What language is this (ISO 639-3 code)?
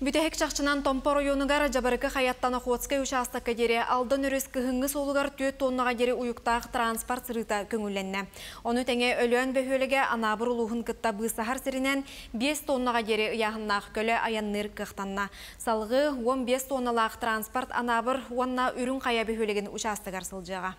sah